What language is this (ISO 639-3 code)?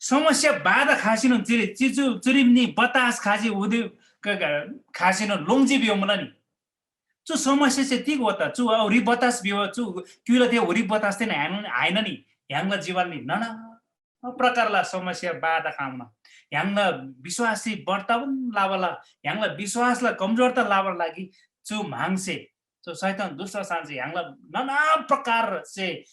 taj